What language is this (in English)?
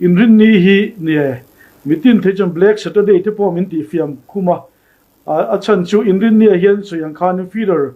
Mizo